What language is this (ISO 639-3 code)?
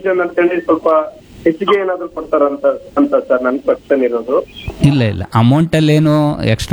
kan